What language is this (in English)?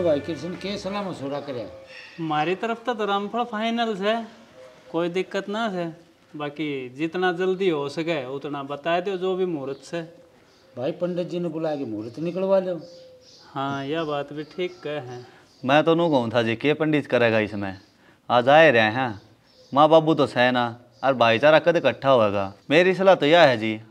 Haryanvi